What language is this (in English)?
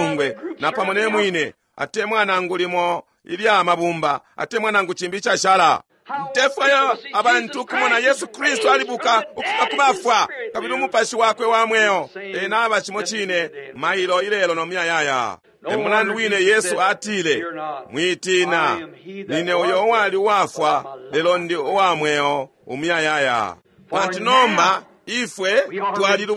Bemba